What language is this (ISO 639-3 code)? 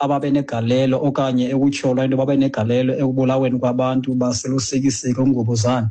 xho